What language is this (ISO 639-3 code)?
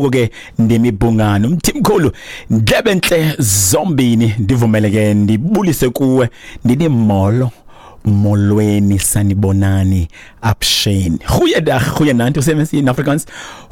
xho